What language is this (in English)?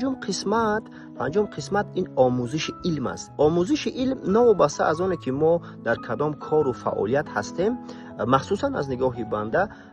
Tajik